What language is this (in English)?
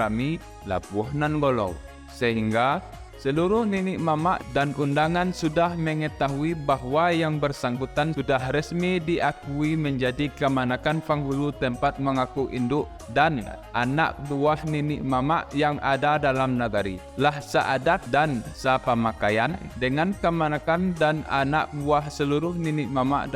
Minangkabau